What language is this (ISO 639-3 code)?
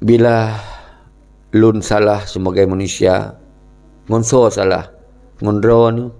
ace